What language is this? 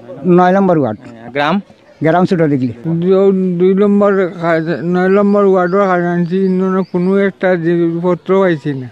Sylheti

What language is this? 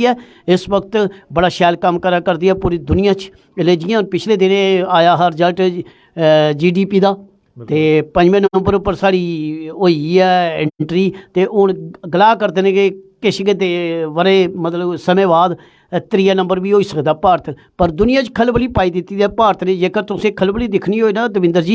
Dogri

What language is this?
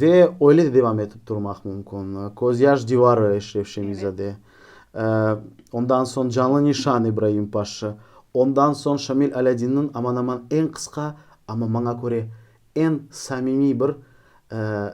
Crimean Tatar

